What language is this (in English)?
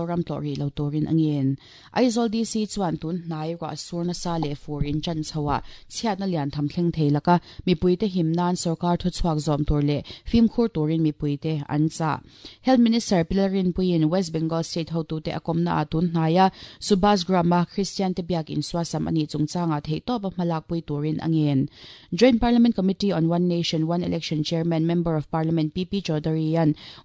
Mizo